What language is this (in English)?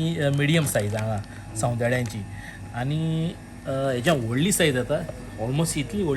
Konkani